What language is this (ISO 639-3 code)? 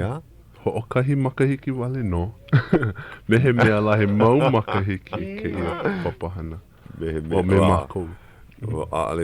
haw